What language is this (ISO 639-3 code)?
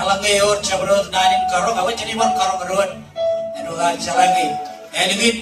mah